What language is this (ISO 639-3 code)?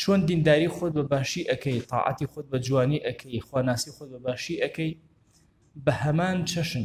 ckb